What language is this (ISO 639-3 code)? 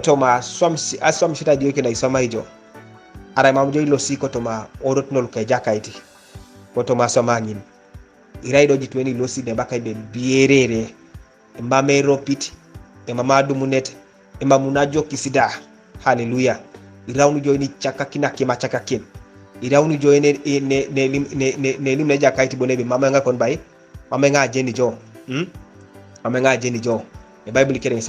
teo